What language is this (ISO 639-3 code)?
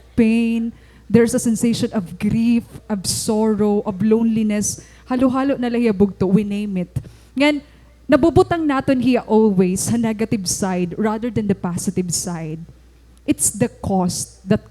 war